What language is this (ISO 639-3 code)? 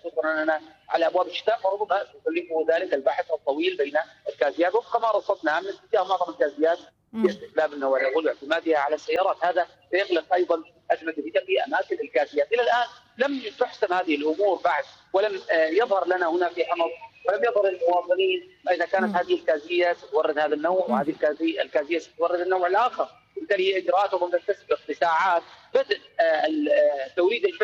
ara